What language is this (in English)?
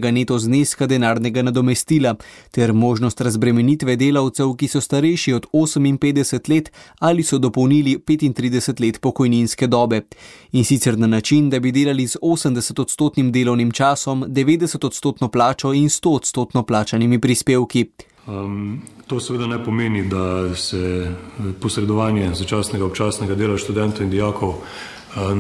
Slovenian